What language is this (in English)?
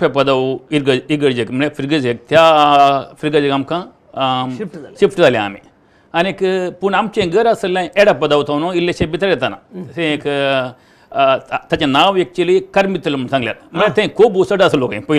Konkani